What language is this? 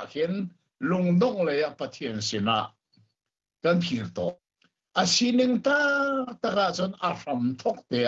Hakha Chin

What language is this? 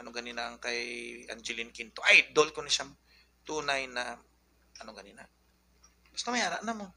Hiligaynon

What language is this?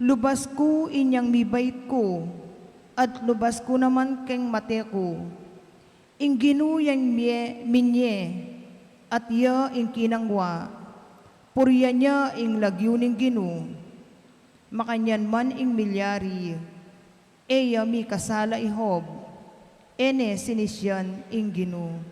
Pampanga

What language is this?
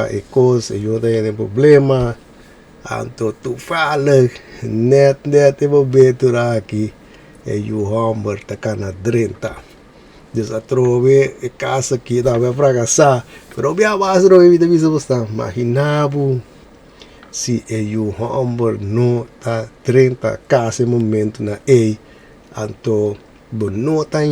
Papiamento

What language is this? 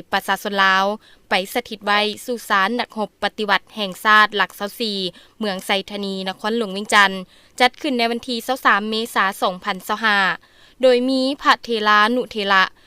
Lao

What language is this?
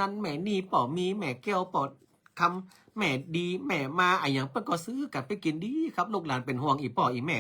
Northern Thai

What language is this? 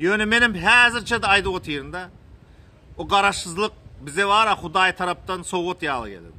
Turkmen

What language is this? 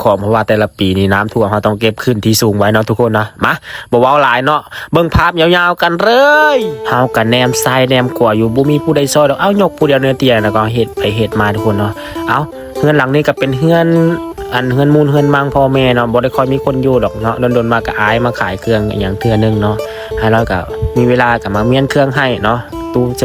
Lao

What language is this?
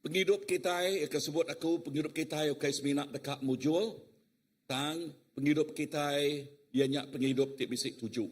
Iban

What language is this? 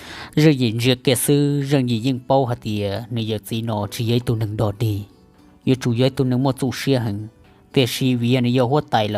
Hmong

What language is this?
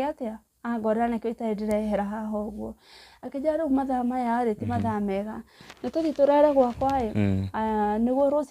Kikuyu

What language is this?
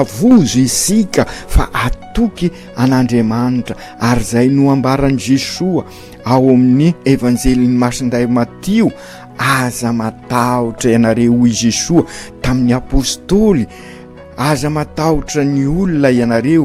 Malagasy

